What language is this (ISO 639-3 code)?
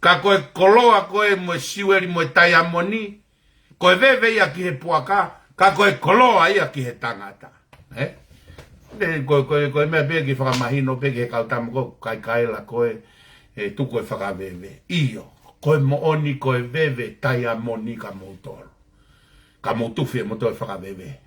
ton